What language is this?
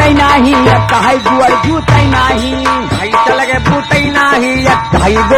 Bhojpuri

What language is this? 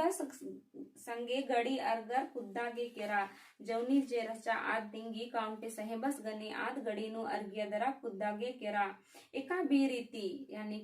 Kurukh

